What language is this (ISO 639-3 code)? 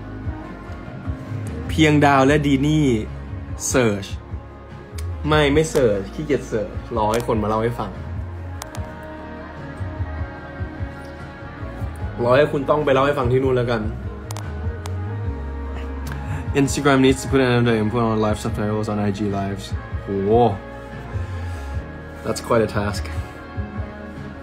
tha